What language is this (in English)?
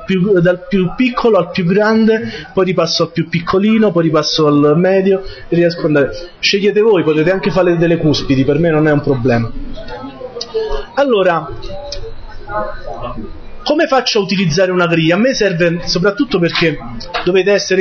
Italian